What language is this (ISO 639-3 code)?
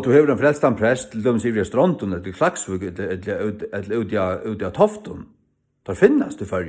fao